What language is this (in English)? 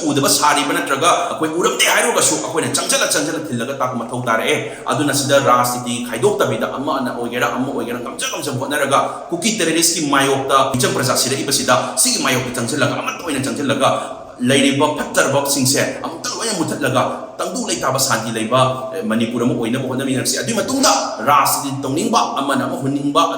Manipuri